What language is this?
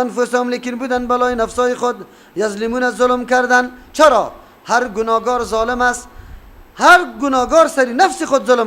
Persian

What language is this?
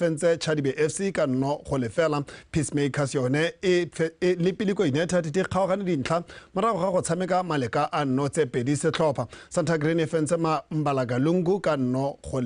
Tswana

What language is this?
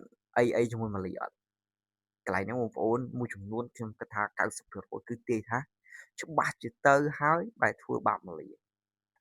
Khmer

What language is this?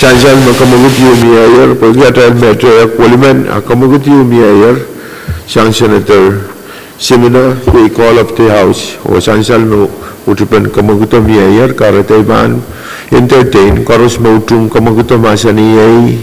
Pohnpeian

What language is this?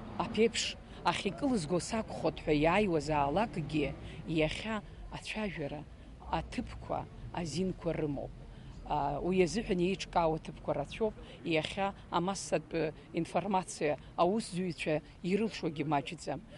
Abkhazian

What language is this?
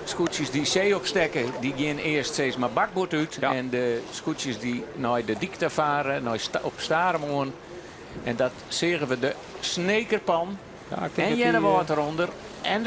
Western Frisian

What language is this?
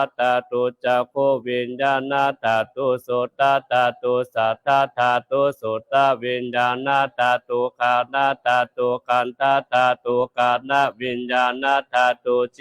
Pali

